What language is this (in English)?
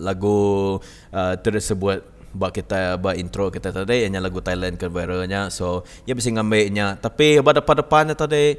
Iban